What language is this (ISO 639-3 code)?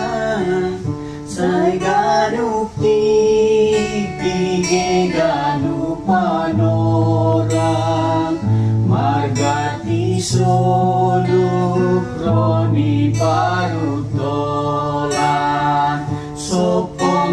bts